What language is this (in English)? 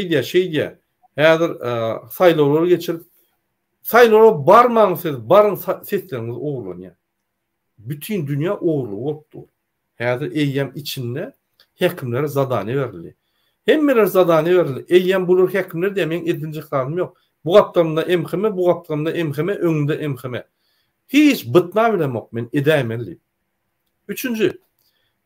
Turkmen